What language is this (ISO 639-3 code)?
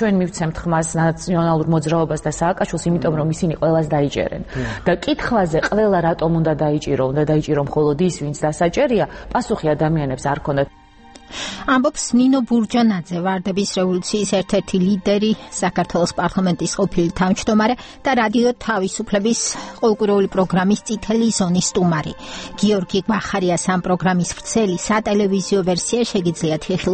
kat